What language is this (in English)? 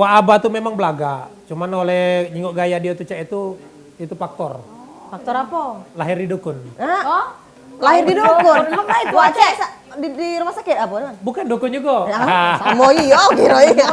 Musi